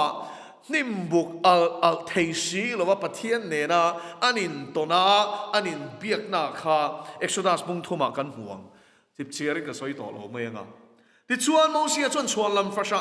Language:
Mizo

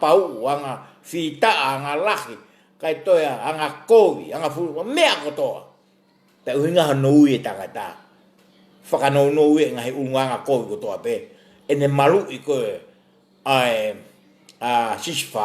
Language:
Tongan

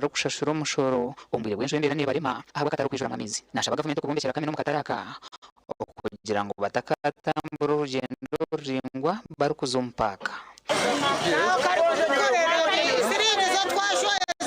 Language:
Nyankole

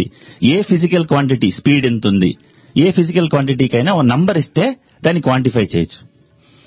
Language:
Telugu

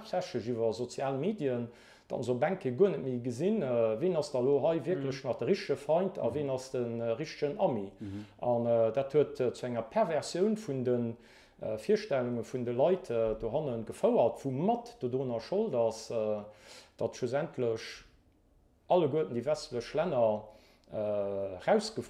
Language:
Luxembourgish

